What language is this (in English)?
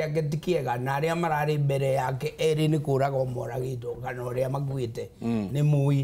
Kikuyu